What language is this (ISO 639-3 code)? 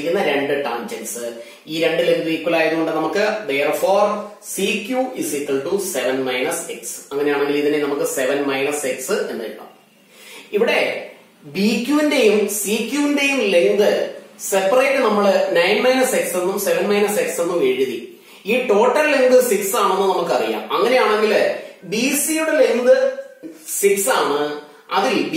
mal